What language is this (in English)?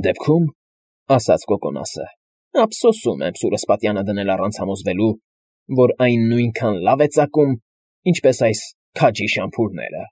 Armenian